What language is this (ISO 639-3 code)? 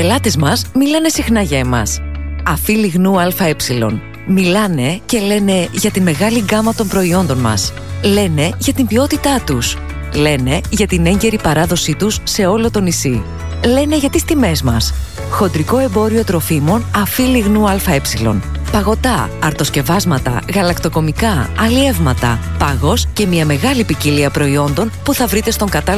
ell